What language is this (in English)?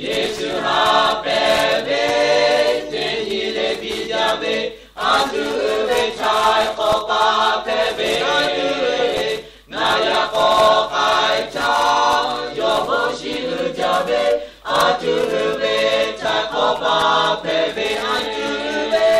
Lahu